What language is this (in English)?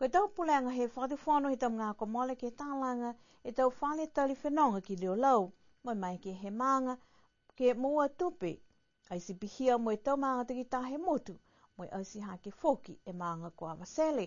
Niuean